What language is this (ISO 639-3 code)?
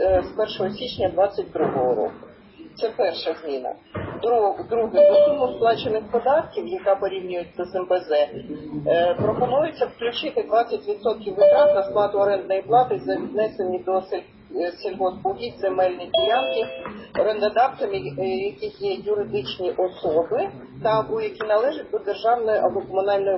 ukr